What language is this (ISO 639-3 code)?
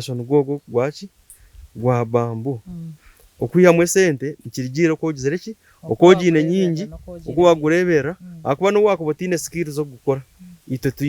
nyn